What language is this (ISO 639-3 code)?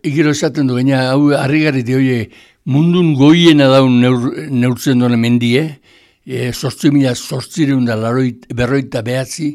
eus